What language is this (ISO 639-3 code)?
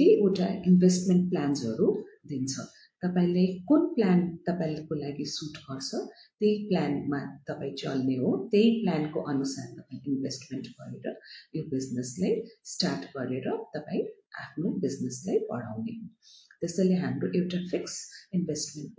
nep